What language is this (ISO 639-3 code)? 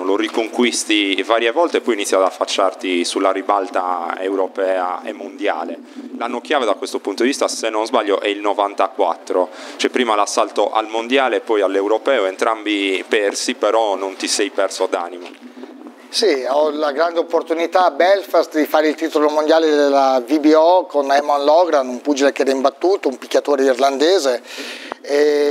ita